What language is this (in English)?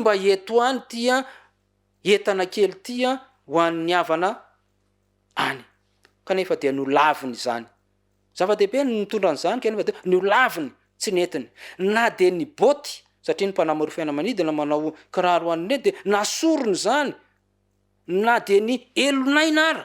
Malagasy